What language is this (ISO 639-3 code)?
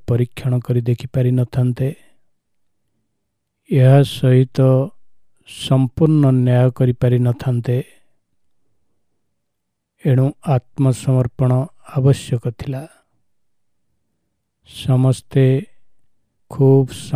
ori